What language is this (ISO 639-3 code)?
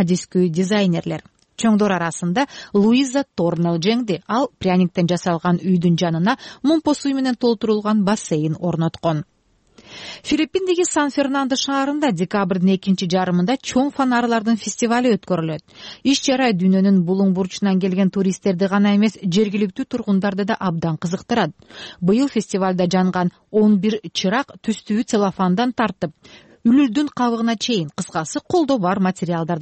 kir